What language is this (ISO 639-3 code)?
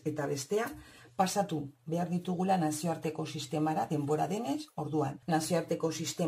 eus